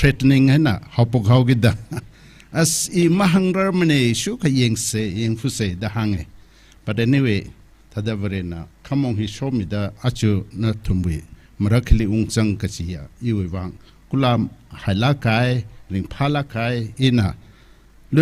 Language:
Tangkhul Naga (India)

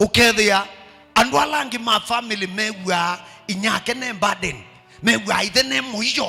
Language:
Kamba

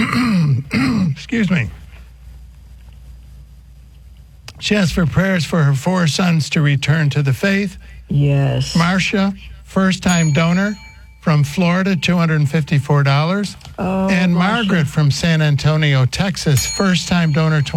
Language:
English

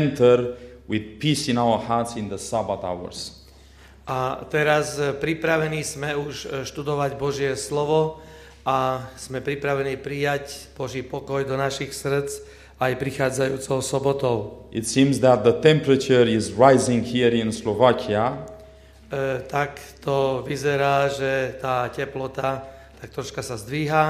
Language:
Slovak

